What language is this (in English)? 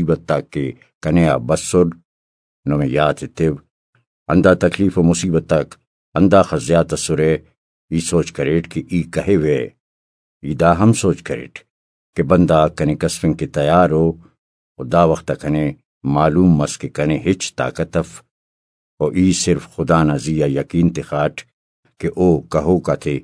Brahui